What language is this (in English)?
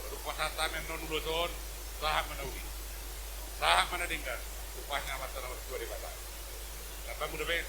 Batak Toba